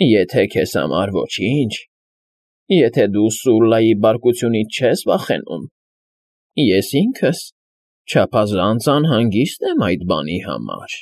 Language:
Armenian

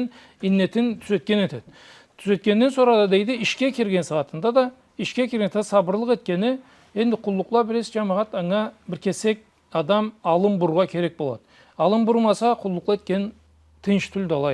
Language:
Karachay-Balkar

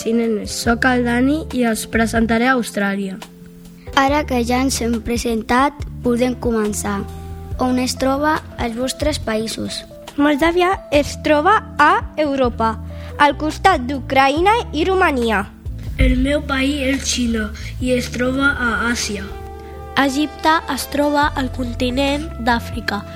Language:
Catalan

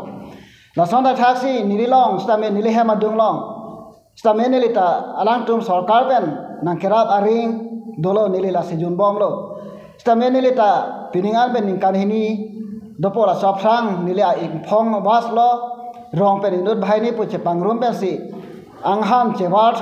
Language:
Karbi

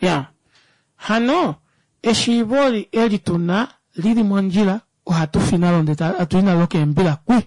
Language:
Kuanyama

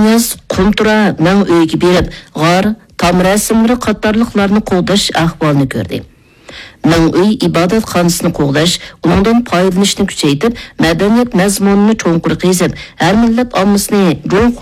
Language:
Uyghur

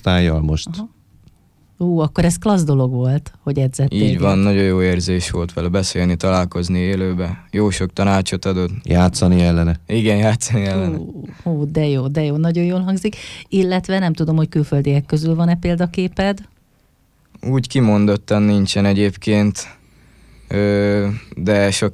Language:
Hungarian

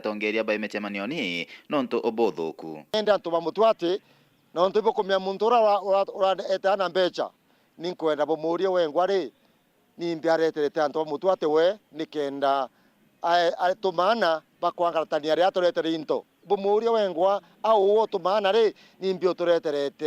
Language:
Meru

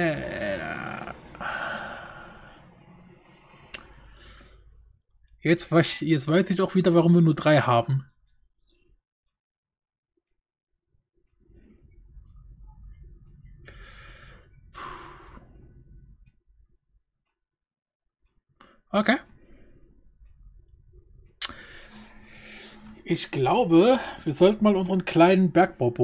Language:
German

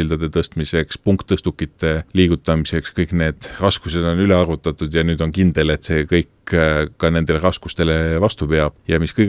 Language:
Estonian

